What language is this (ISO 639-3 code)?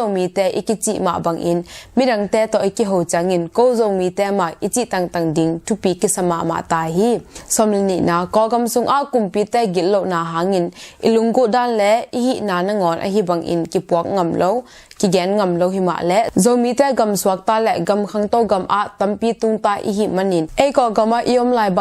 ctd